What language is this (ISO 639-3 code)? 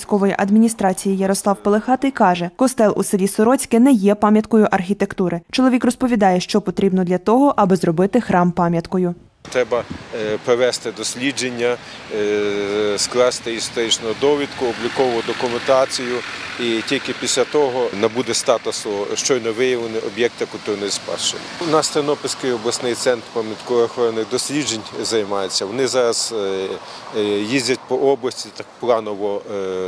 ukr